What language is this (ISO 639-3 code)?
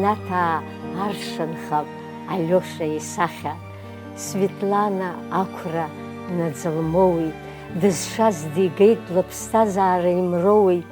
abk